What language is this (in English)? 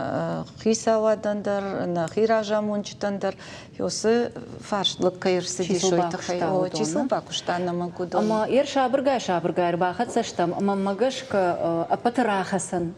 Ossetic